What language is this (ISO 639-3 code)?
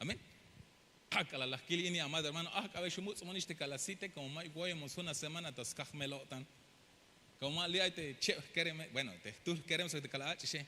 tzh